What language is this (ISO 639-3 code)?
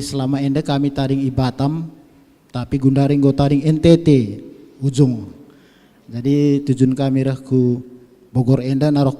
btx